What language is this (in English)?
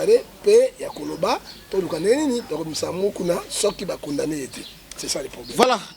Lingala